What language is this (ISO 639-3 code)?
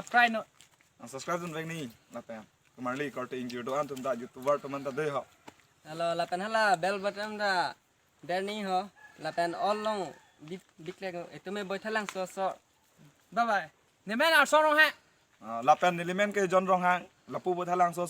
mjw